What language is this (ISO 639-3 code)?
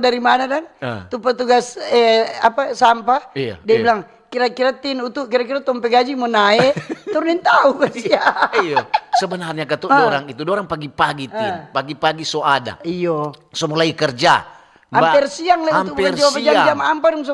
xmm